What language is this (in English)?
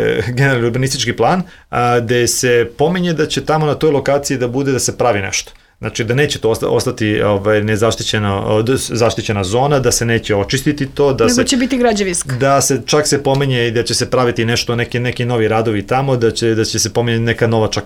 Serbian